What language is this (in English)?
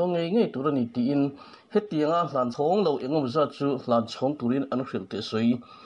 Mizo